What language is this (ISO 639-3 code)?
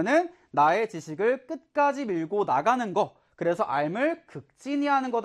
kor